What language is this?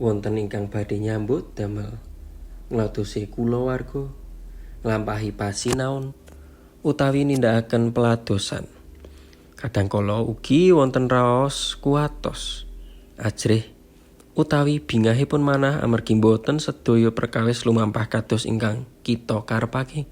Javanese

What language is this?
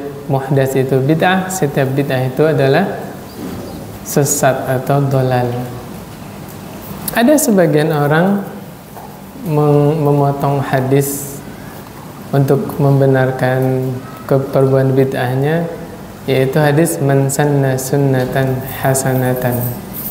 Indonesian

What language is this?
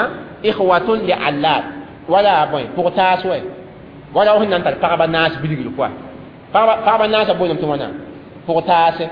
Mossi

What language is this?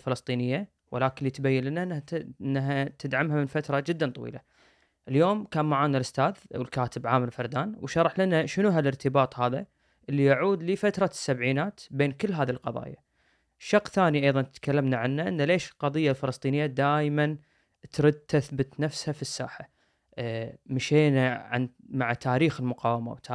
Gulf Arabic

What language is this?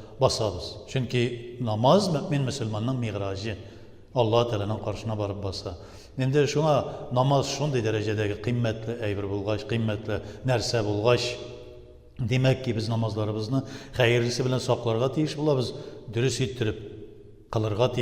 Tatar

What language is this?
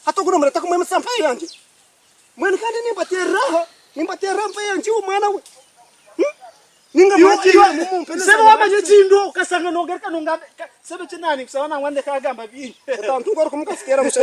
Nyankole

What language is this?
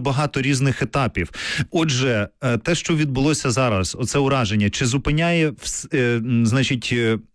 Ukrainian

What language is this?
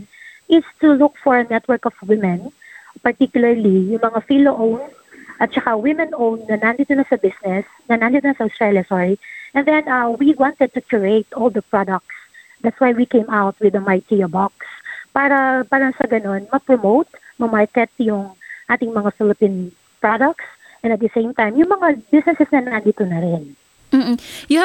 Filipino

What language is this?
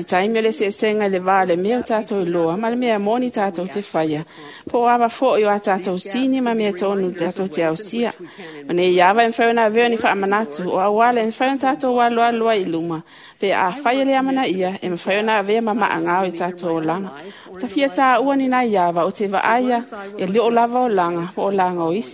Samoan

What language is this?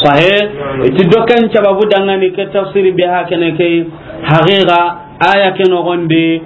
Soninke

